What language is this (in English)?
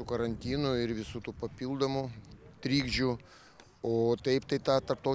Lithuanian